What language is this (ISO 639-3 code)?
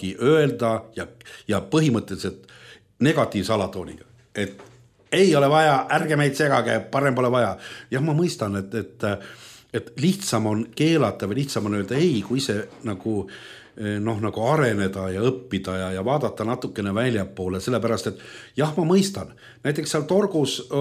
est